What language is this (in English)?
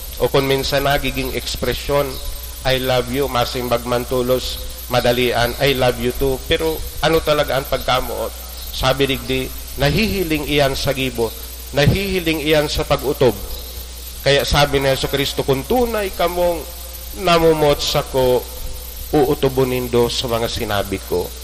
Bikol